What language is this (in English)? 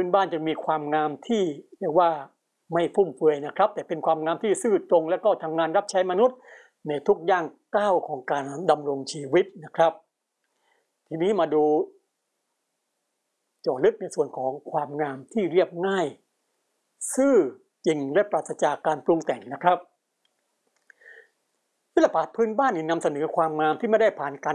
Thai